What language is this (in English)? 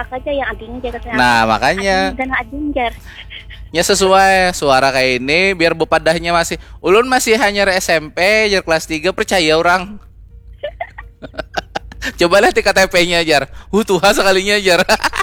Banjar